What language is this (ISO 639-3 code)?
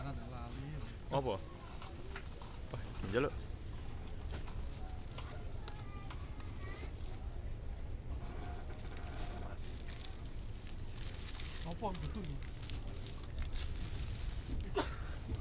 jav